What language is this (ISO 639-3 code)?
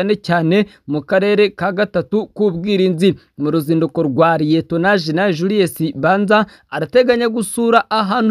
kin